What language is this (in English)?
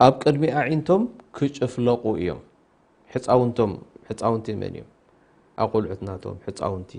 Tigrinya